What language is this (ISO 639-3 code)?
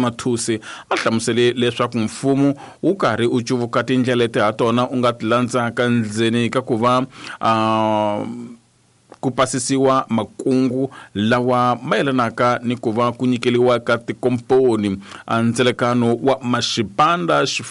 tso